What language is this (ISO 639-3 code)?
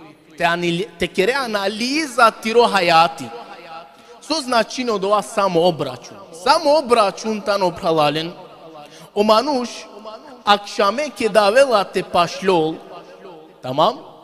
rmn